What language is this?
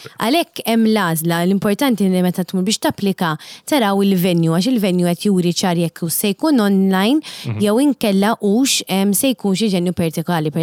Maltese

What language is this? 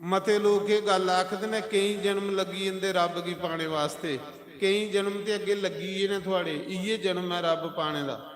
Dogri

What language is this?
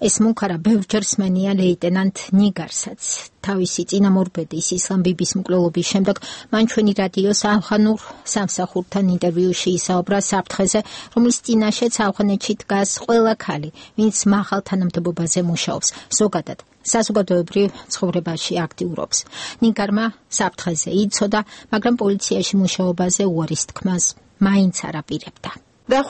Georgian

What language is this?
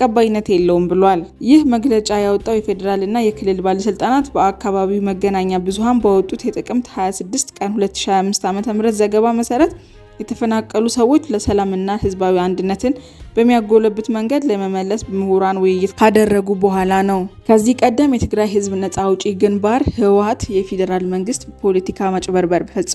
Amharic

